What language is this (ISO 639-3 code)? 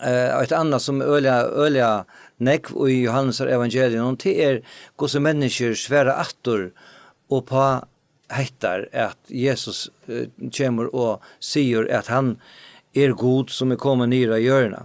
fao